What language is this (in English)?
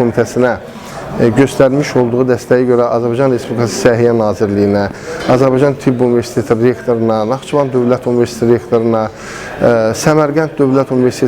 Azerbaijani